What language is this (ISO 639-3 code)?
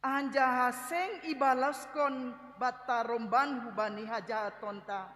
bts